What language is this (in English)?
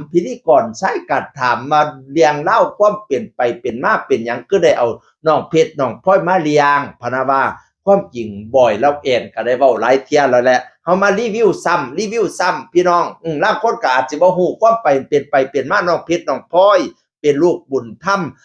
Northeastern Thai